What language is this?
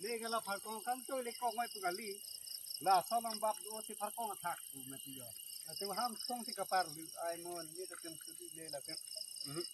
Karbi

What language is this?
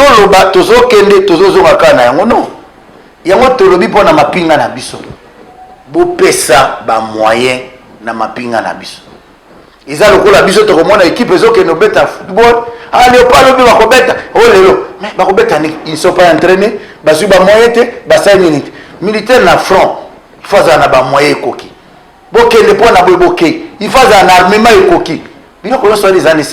Lingala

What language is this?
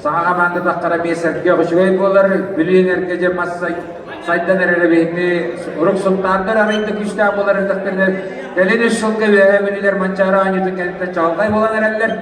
Yakut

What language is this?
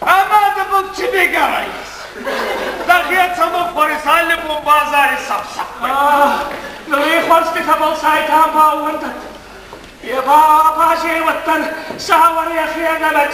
Ossetic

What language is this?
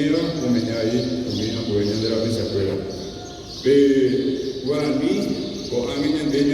Guarani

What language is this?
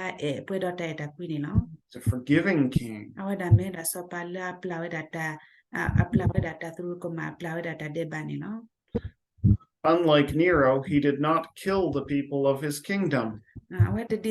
S'gaw Karen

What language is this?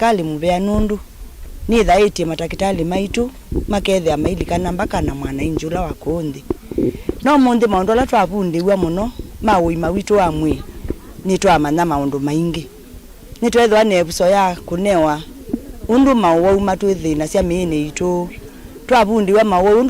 Kamba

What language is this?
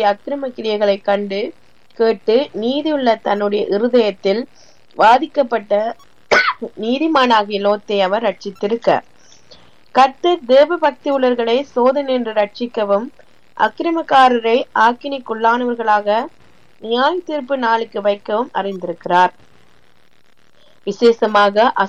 Tamil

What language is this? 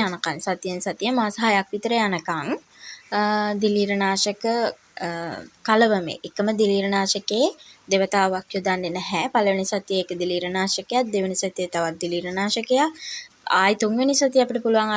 Sinhala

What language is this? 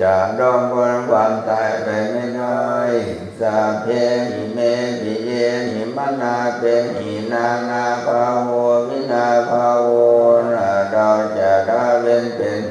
Pali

